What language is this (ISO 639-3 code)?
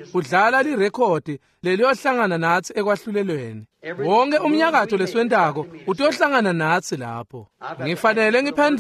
ssw